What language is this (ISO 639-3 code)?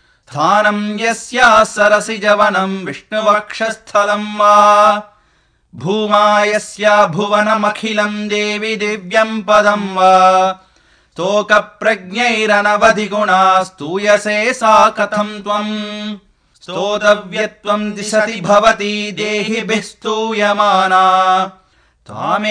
san